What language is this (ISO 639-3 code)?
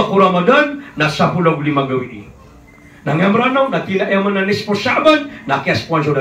mrw